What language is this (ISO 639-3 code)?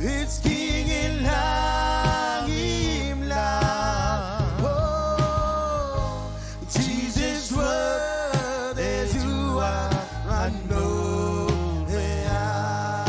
mah